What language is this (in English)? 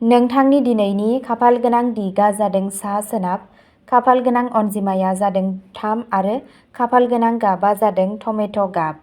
Bodo